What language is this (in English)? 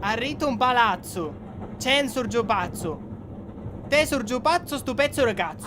Sicilian